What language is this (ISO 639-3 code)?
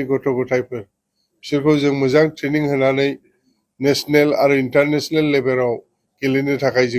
brx